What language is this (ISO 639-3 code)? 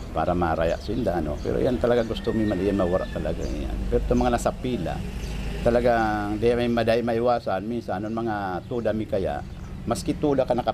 bik